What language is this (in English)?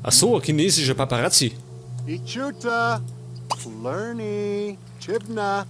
Bavarian